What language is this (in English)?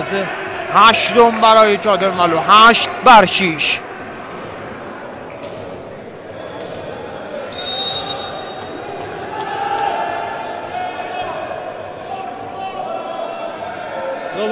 Persian